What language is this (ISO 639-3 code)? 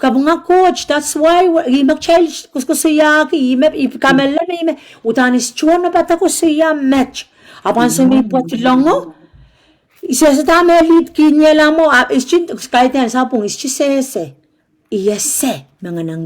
pon